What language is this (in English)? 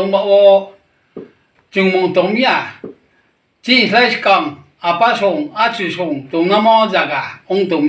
Riang (India)